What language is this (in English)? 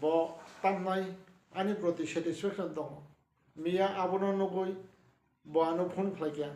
Kok Borok